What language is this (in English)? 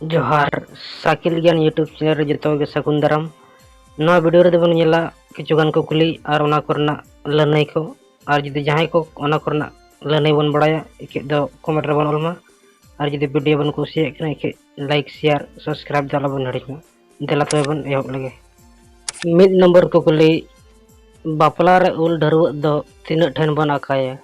Santali